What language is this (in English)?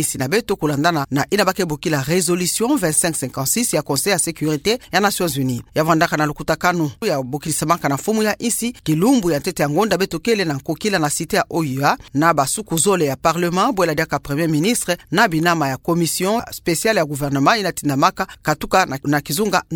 Kituba (Democratic Republic of Congo)